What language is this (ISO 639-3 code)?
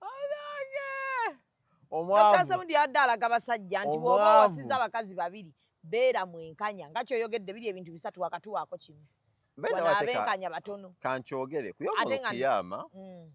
lug